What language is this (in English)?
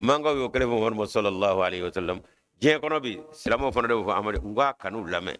Bambara